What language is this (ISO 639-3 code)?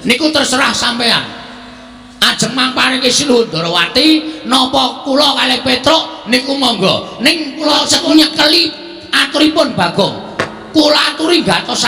jav